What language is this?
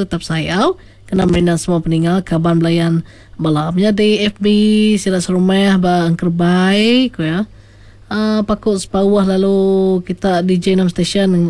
Iban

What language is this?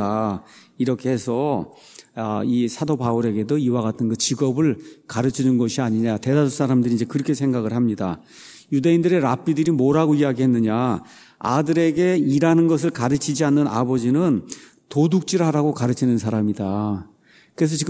Korean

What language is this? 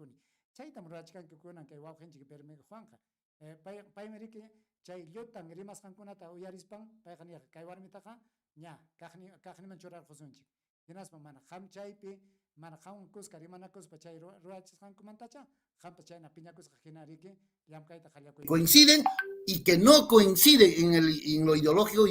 Ayacucho Quechua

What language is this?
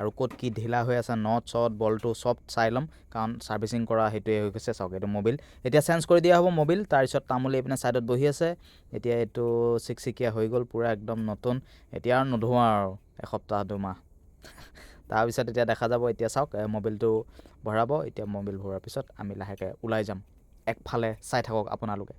Assamese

